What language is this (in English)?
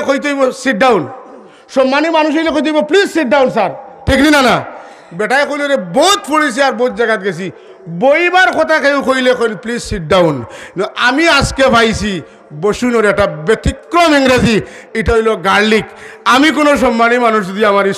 Sylheti